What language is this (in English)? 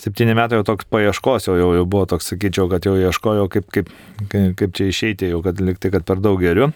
Lithuanian